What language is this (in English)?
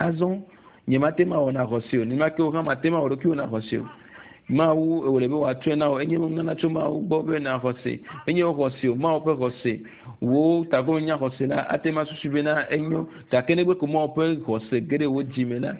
Ewe